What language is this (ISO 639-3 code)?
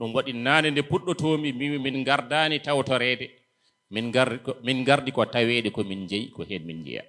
ful